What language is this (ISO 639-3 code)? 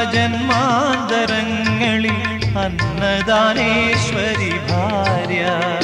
mal